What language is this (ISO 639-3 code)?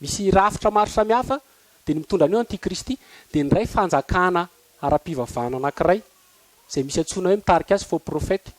mlg